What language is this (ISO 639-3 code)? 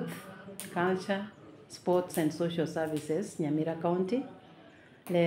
guz